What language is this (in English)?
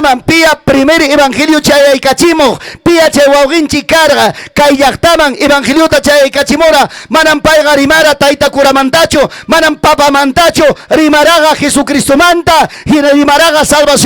Ayacucho Quechua